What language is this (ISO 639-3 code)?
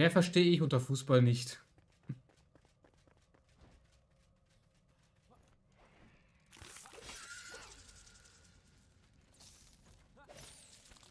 deu